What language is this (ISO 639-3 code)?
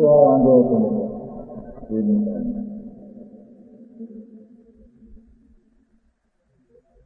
guj